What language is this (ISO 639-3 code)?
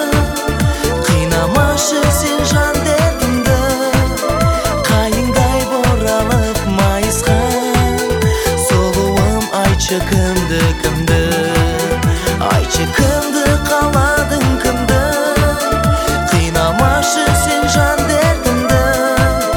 kaz